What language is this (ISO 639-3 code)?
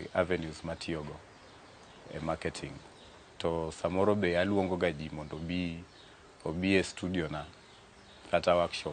luo